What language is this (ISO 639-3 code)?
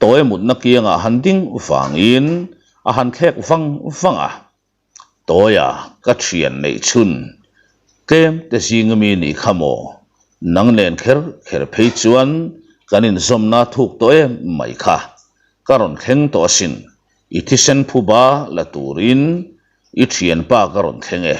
lus